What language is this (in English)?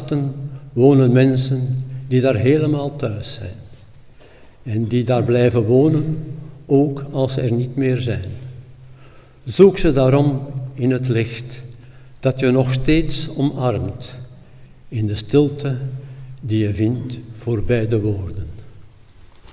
Dutch